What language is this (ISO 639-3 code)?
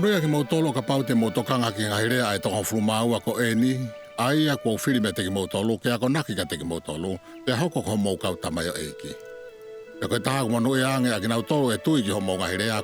ton